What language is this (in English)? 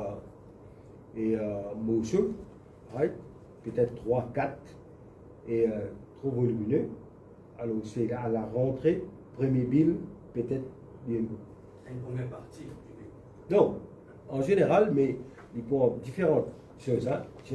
Morisyen